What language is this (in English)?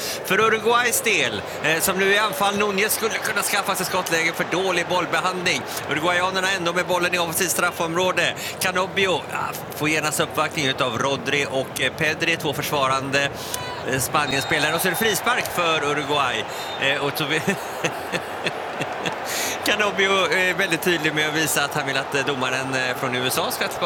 Swedish